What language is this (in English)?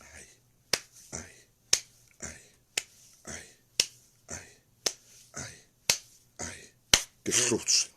Southern Sotho